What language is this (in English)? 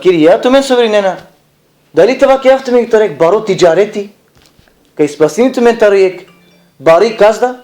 Balkan Romani